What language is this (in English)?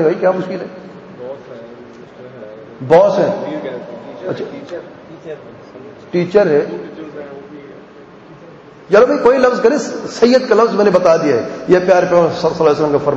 Urdu